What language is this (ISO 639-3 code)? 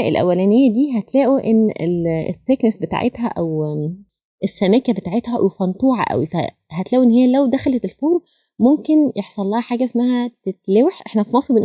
arz